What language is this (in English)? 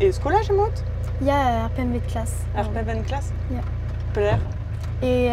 Breton